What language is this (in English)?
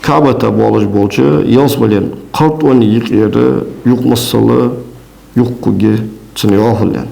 Ingush